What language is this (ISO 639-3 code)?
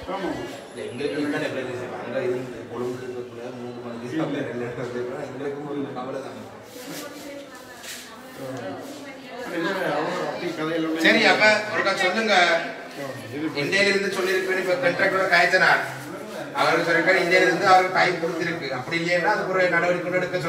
tam